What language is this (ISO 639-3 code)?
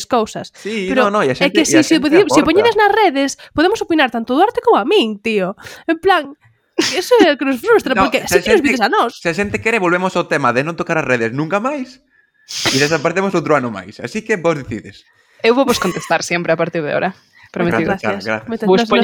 glg